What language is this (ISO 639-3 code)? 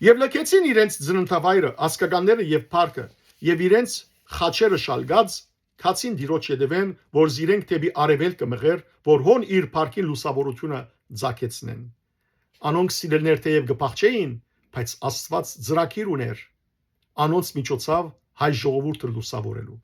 hyw